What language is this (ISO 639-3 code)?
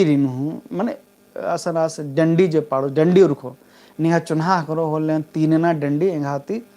kru